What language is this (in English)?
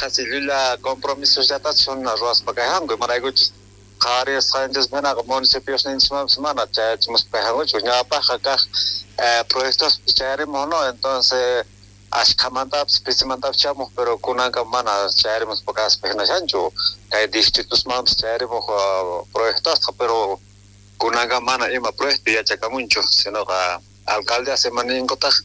South Bolivian Quechua